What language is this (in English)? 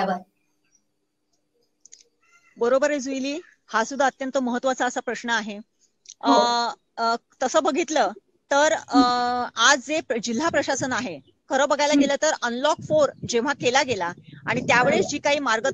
Marathi